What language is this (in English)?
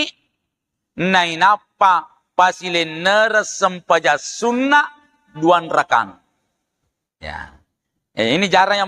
Buginese